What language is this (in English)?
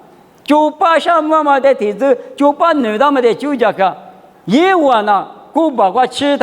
Lisu